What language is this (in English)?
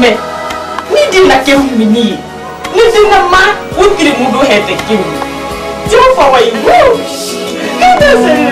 Kikuyu